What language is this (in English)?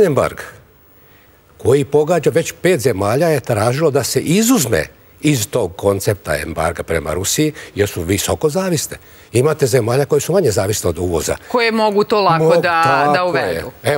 Serbian